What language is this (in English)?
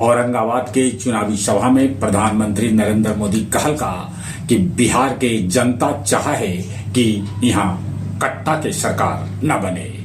Magahi